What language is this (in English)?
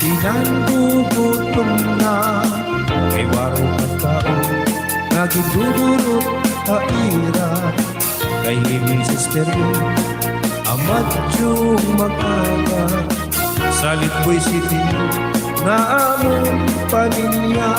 Waray